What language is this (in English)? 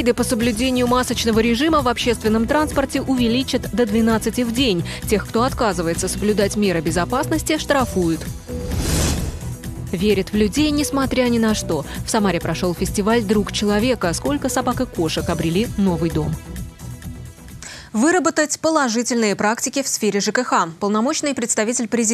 Russian